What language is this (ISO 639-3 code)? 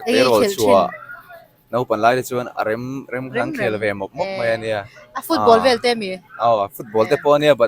lus